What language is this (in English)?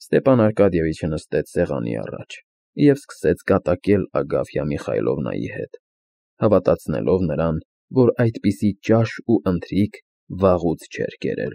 Armenian